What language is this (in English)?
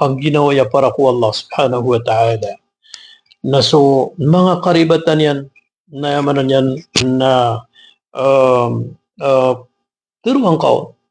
Maranao